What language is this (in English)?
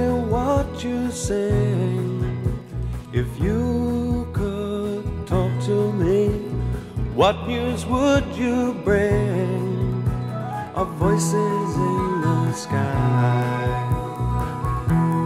English